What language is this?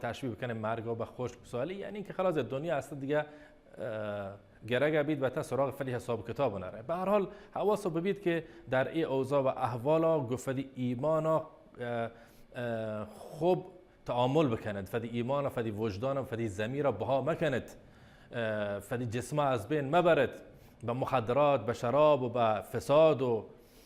Baluchi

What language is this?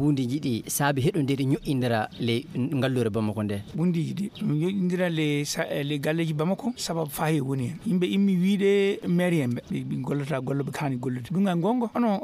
Fula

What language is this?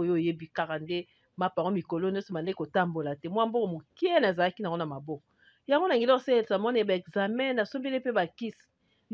Lingala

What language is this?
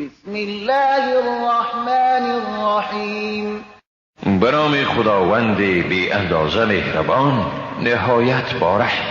Persian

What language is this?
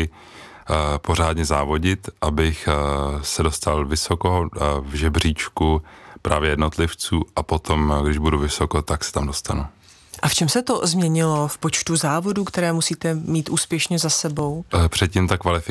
Czech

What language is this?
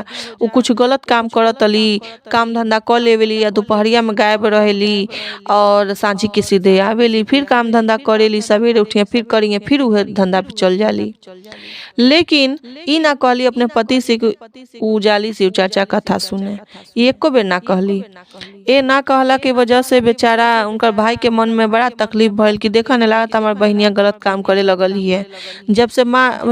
Bhojpuri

